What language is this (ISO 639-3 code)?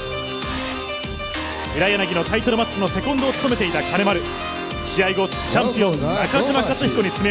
jpn